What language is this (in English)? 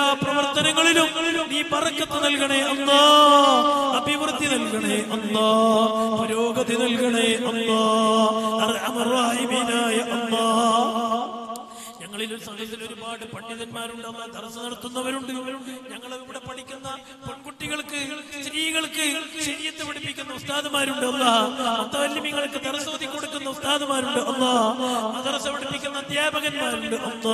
Malayalam